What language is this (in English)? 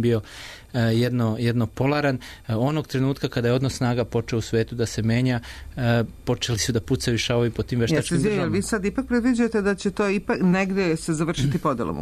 Serbian